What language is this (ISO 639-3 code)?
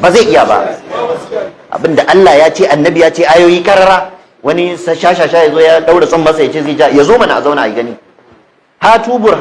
hau